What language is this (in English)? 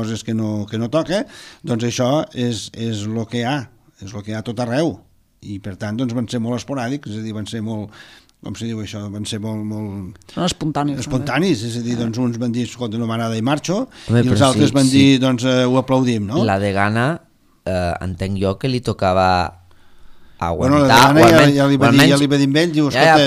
Catalan